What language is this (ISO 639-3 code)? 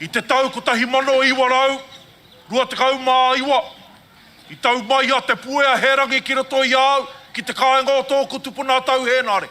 mri